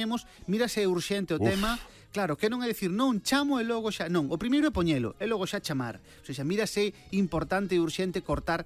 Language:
Galician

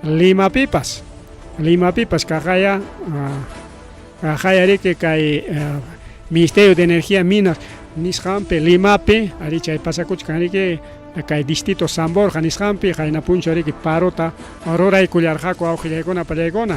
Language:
Ayacucho Quechua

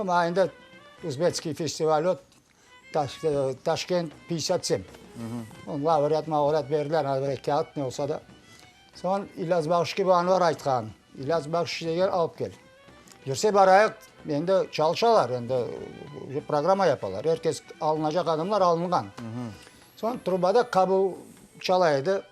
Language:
Crimean Tatar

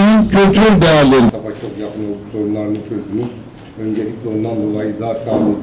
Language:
Turkish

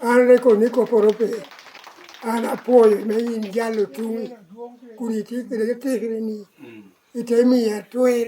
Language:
Lango (Uganda)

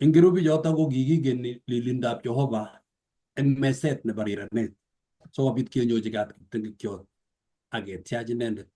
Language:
Kalenjin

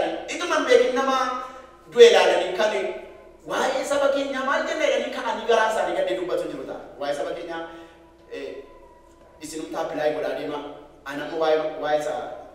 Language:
Oromo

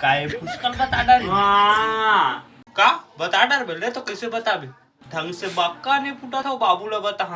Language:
Chhattisgarhi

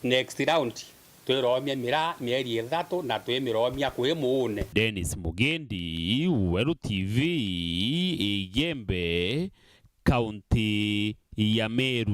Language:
Meru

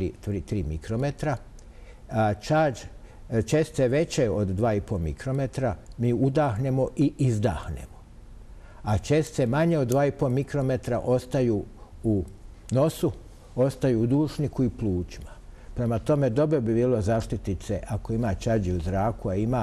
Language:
Bosnian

